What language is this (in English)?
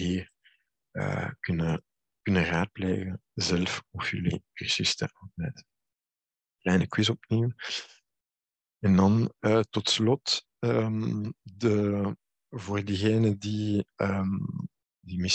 Dutch